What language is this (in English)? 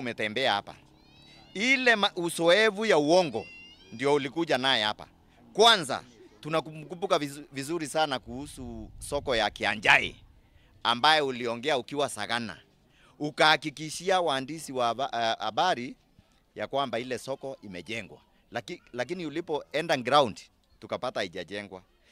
Meru